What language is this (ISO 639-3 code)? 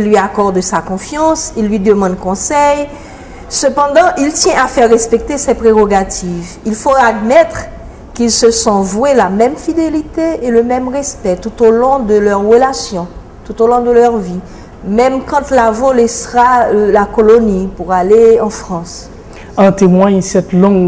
fra